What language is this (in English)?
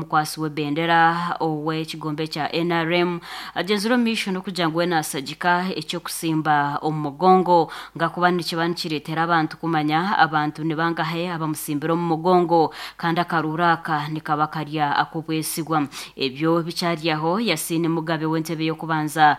Nyankole